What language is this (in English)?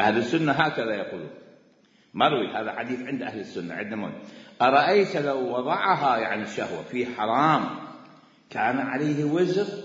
Mesopotamian Arabic